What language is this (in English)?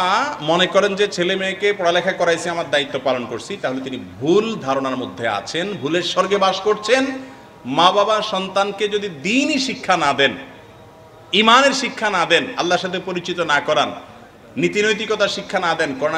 Bangla